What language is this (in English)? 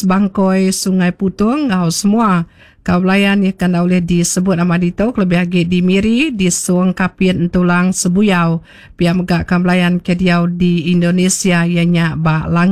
Iban